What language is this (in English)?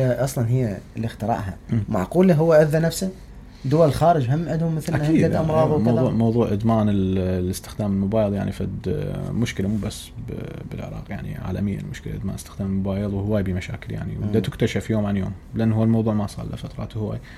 Mesopotamian Arabic